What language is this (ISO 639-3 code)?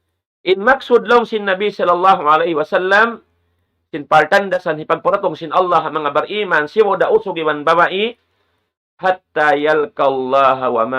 tsg